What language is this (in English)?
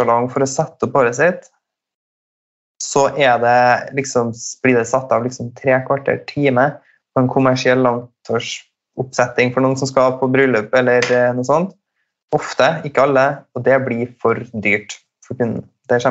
Norwegian